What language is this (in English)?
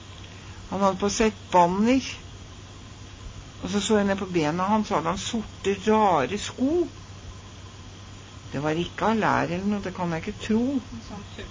Norwegian